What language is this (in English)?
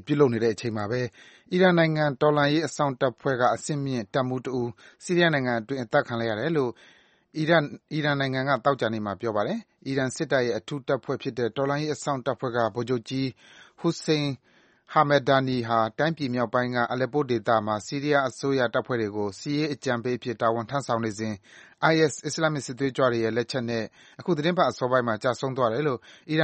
Burmese